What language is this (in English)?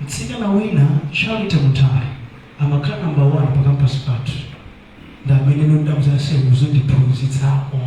Nyanja